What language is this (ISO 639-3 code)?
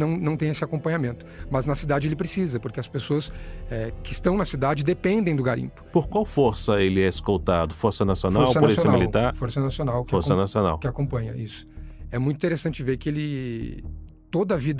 por